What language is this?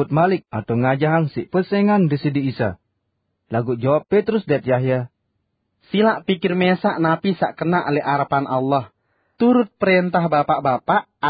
Sasak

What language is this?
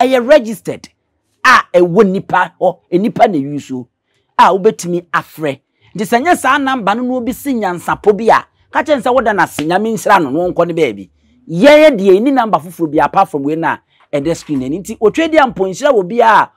Akan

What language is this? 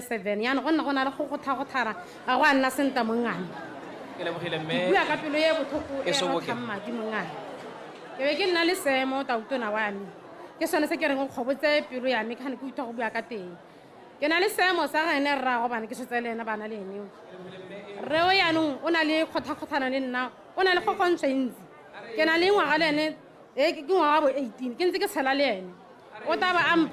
Tswana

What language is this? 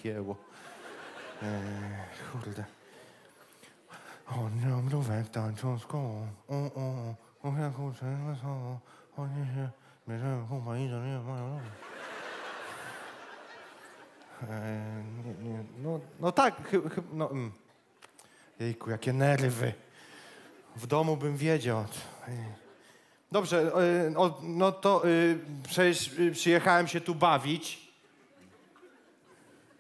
Polish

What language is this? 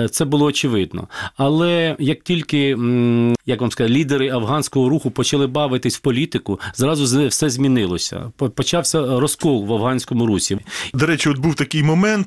Ukrainian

